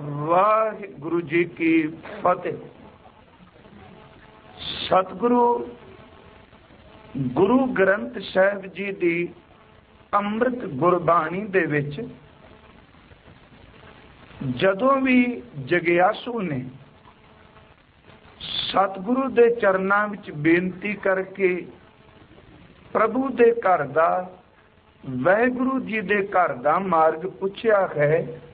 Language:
Punjabi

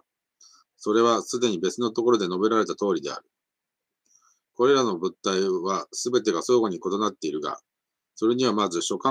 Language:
Japanese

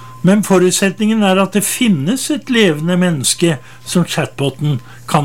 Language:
Norwegian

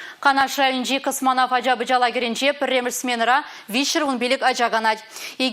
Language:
Chuvash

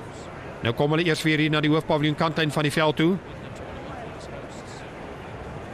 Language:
Afrikaans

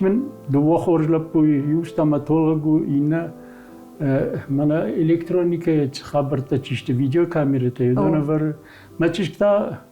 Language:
Ossetic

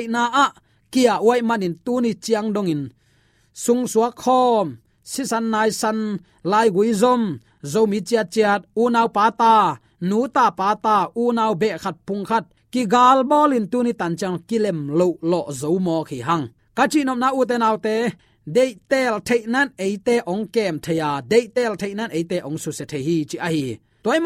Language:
Tedim Chin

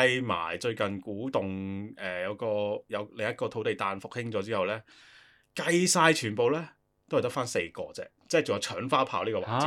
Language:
Cantonese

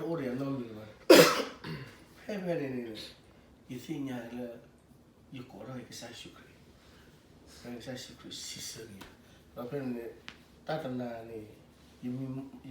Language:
S'gaw Karen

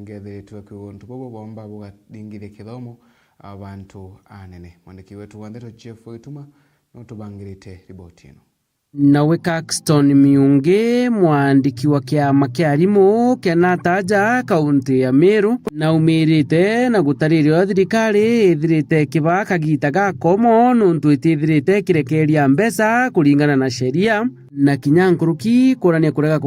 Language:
Meru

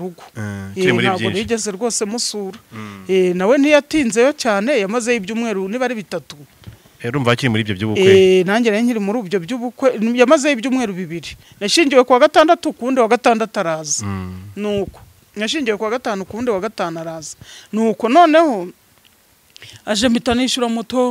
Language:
Kinyarwanda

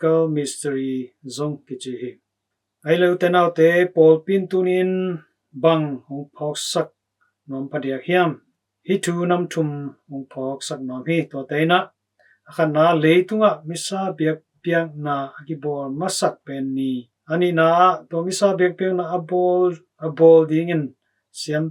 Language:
Tedim Chin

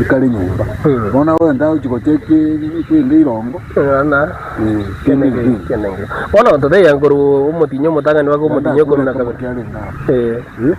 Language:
Gusii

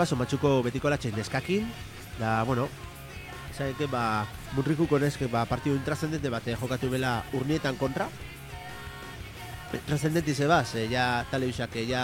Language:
Basque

